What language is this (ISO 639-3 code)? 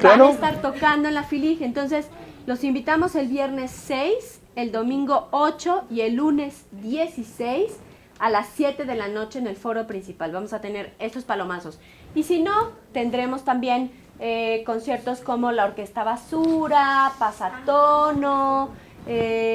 spa